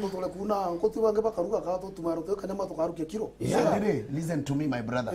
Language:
Meru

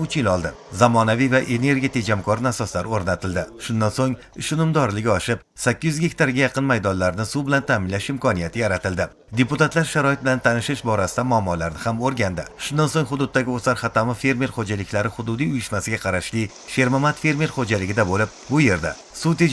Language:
Uzbek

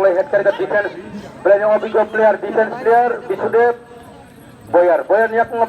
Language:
Kok Borok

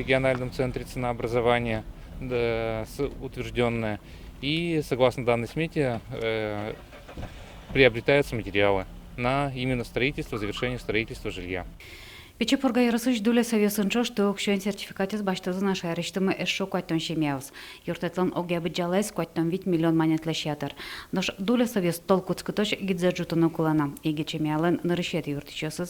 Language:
Udmurt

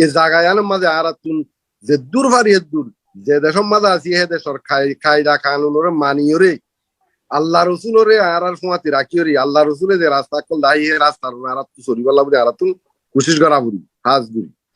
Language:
Rohingya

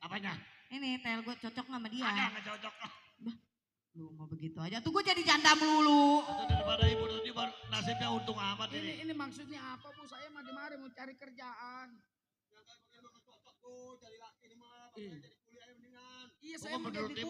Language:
Betawi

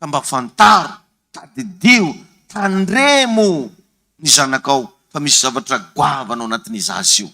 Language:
Malagasy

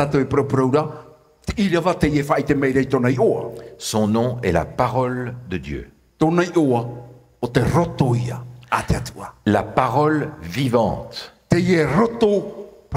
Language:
Tahitian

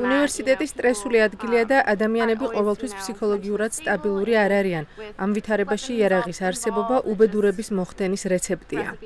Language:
Georgian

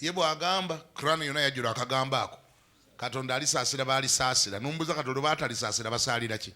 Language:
Ganda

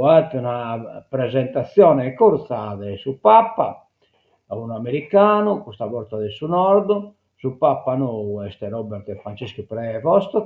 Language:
Sardinian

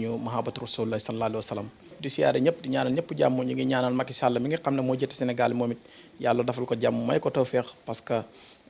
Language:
Wolof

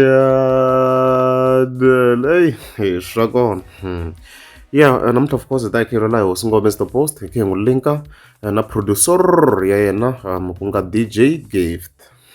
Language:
Tsonga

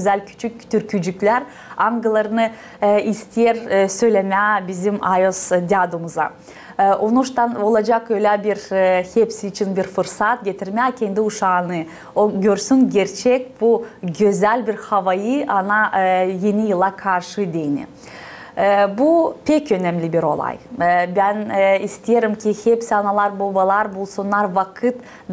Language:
Gagauz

